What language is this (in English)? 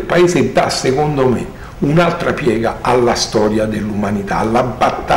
Italian